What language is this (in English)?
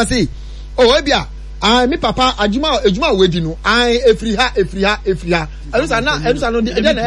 Akan